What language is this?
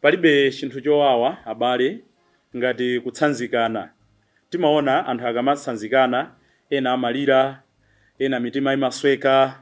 Nyanja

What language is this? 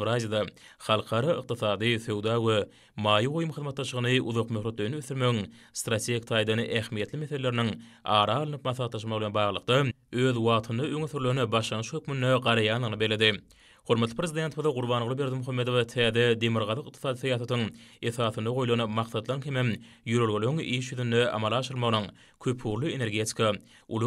Turkmen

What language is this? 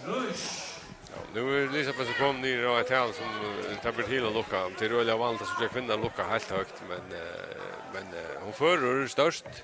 Faroese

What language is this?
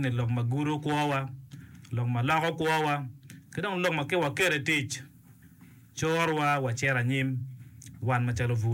Acoli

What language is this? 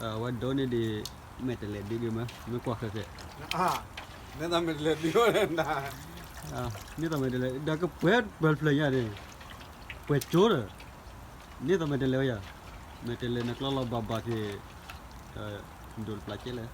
S'gaw Karen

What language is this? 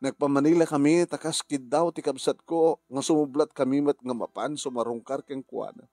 Iloko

